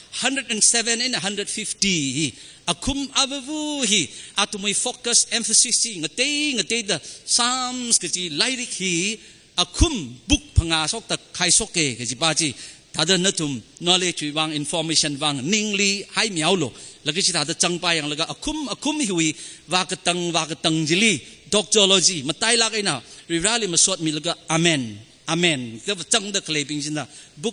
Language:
Tangkhul Naga (India)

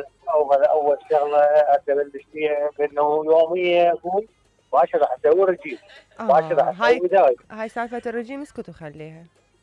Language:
Mesopotamian Arabic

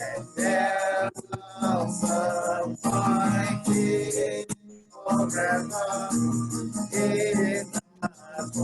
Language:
Acoli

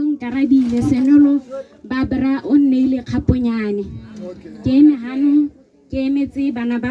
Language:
Tswana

